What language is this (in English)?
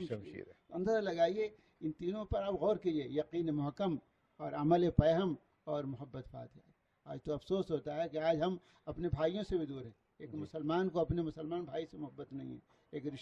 Urdu